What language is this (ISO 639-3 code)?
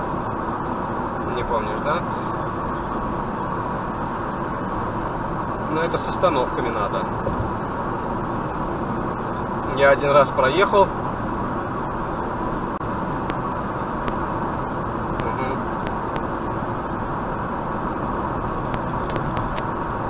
rus